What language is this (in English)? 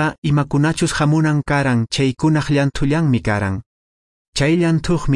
Quechua